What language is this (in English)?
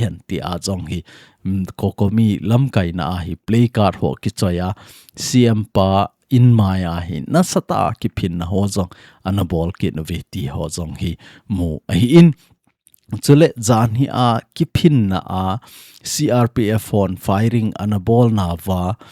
Thado Chin